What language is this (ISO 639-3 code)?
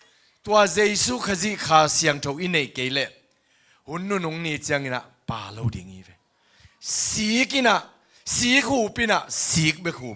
ctd